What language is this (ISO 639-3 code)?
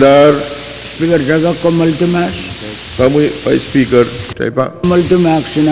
pon